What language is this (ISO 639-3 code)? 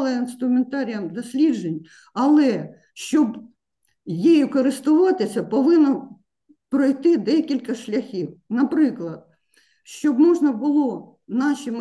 ukr